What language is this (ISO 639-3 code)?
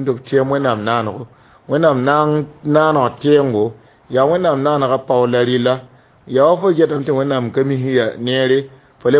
mos